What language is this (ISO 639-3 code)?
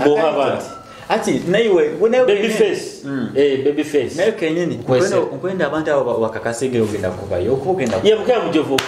nyo